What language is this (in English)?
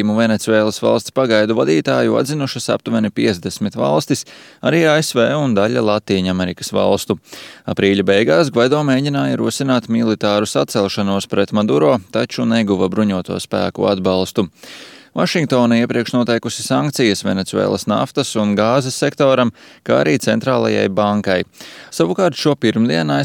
Latvian